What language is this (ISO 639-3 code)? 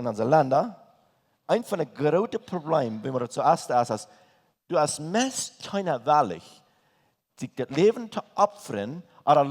pdt